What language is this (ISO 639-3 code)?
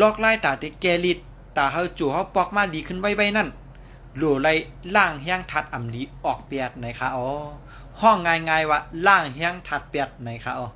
shn